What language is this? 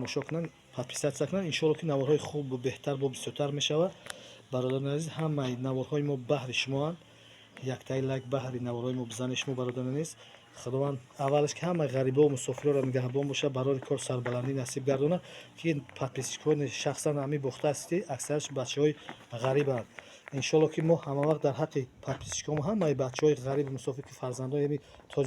Tajik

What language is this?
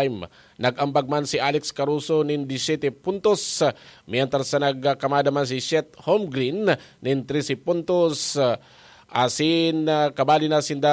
Bikol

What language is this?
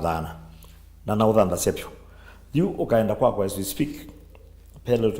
Kamba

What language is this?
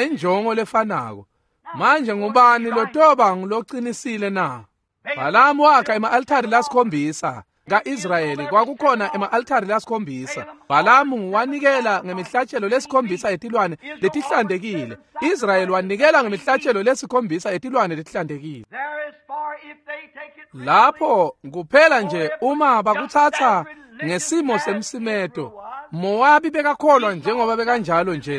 Swati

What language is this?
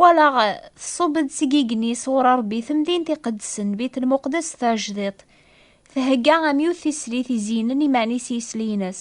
Kabyle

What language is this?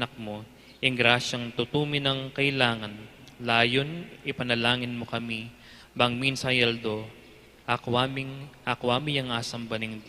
Pampanga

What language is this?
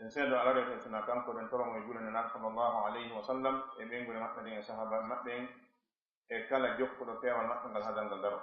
Fula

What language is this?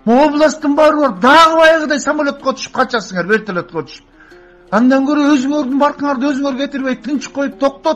Kyrgyz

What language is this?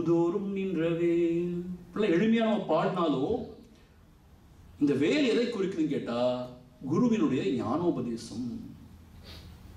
Tamil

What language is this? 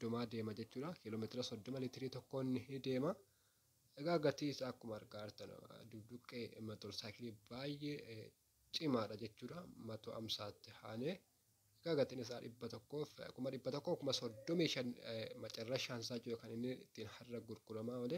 Oromo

